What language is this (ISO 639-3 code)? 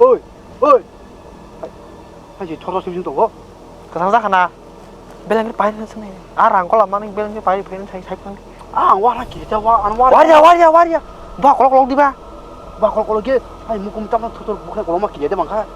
trp